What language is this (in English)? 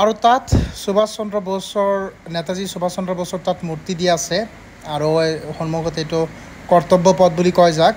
Assamese